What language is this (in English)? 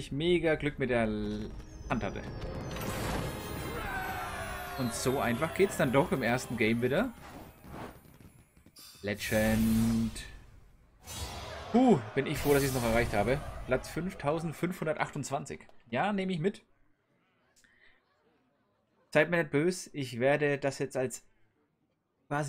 German